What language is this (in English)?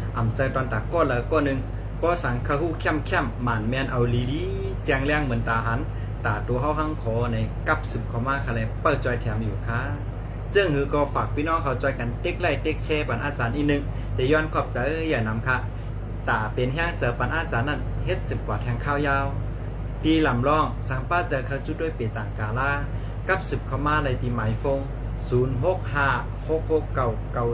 Shan